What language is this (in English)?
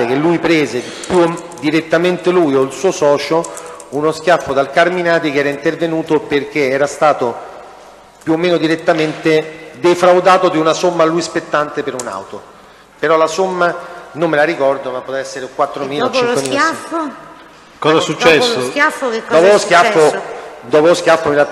Italian